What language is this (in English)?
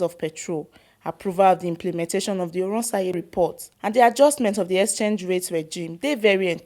Nigerian Pidgin